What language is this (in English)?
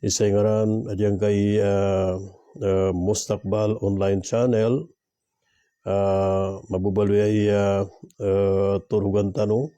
Maranao